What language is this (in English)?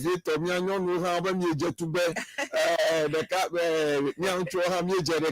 Ewe